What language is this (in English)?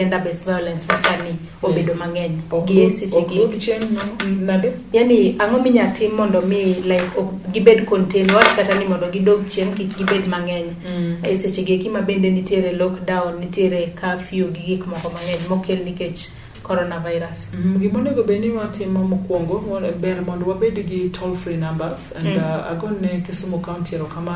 Luo (Kenya and Tanzania)